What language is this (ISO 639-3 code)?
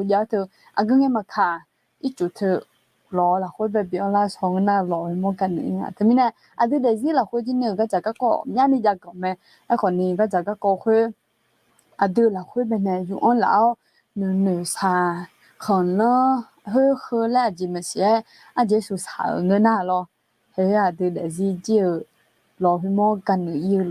ahk